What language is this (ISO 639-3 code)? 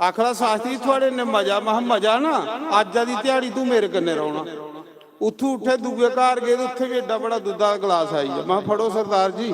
doi